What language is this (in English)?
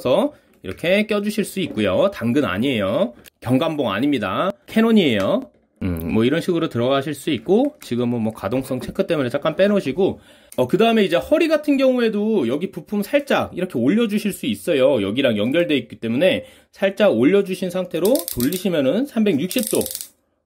Korean